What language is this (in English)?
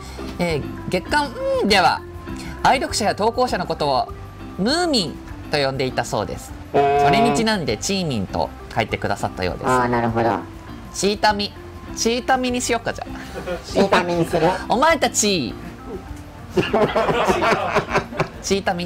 Japanese